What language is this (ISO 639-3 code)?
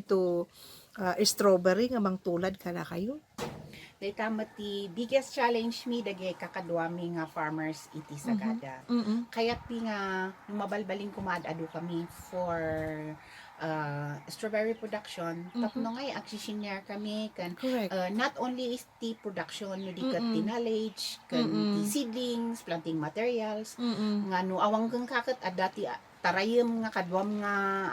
ilo